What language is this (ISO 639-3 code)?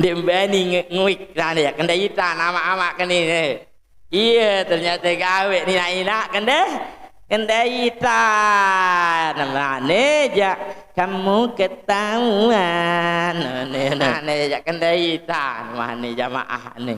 sas